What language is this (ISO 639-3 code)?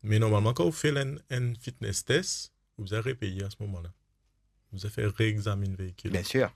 mfe